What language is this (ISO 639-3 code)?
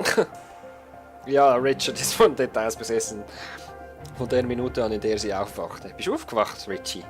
gsw